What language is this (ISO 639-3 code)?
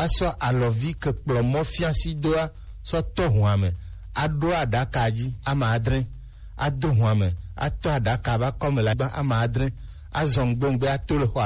gej